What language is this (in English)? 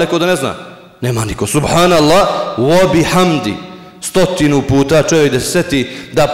Bosnian